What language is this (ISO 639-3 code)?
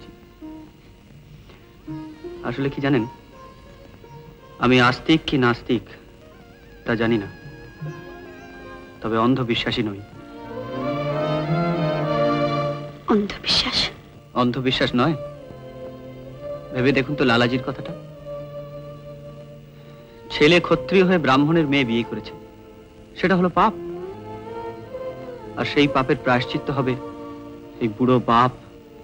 ben